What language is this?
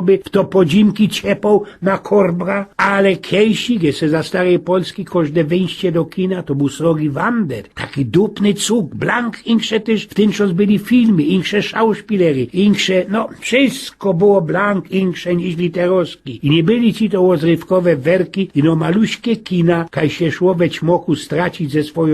Silesian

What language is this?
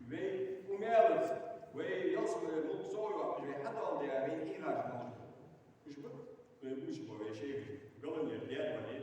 Ingush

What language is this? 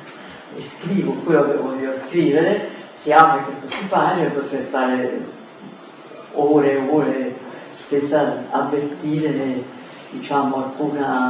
Italian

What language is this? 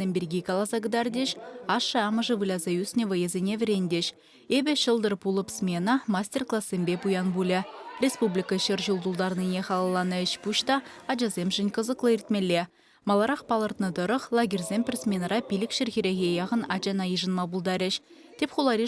Chuvash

